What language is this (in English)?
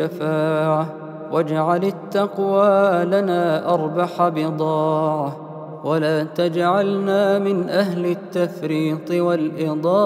Arabic